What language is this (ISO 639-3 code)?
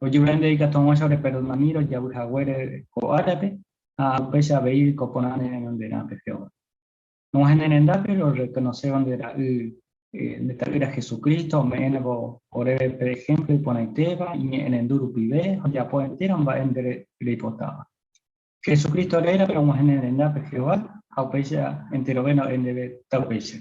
grn